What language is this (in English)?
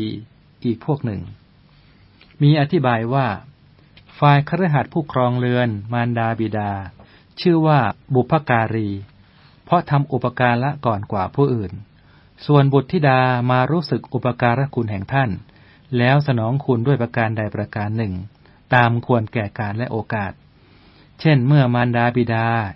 Thai